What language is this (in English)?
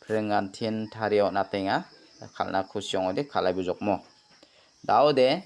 Garo